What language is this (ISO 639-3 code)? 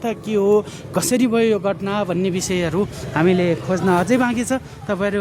nep